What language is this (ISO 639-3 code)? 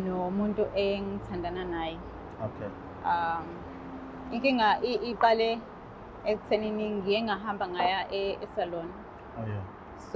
zul